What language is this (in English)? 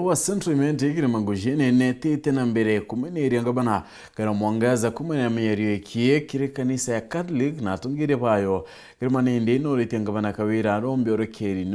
Meru